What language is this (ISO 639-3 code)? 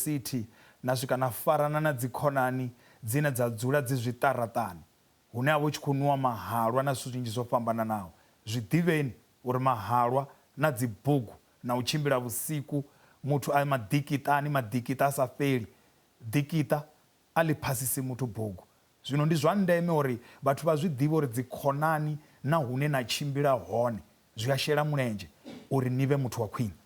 ven